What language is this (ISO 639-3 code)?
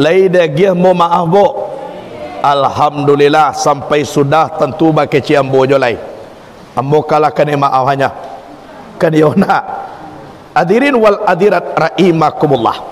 min